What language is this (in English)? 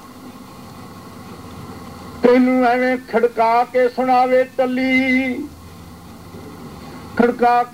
Punjabi